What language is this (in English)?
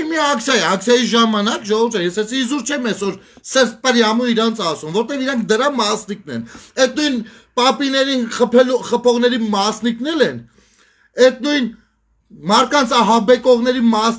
Armenian